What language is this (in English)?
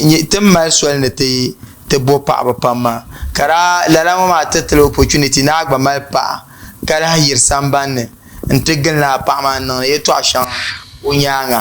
Dagbani